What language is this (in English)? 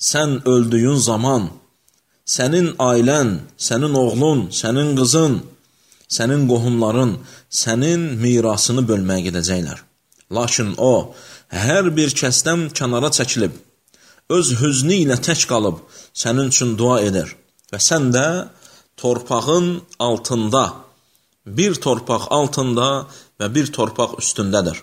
Azerbaijani